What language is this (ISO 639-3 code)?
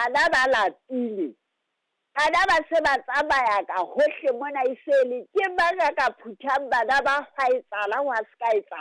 sot